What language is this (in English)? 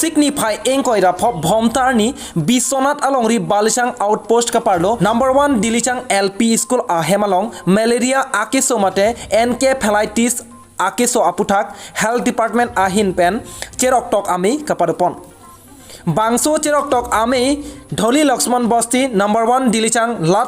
Karbi